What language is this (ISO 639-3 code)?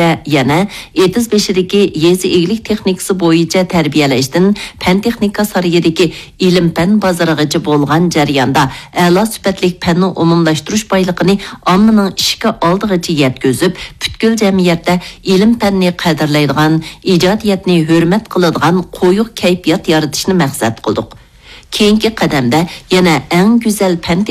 uig